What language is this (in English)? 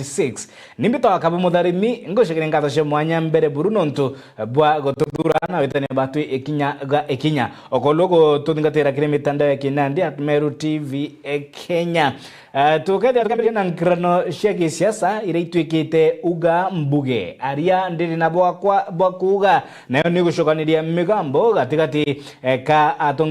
Meru